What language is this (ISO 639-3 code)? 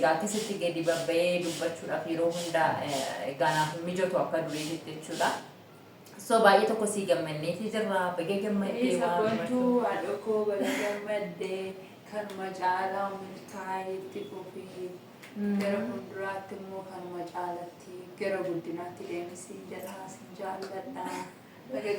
orm